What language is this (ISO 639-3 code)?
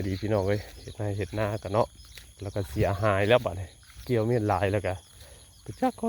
tts